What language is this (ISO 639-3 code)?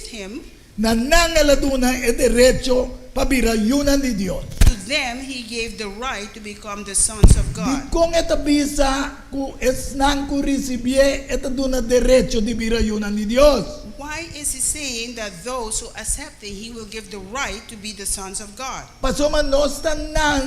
pap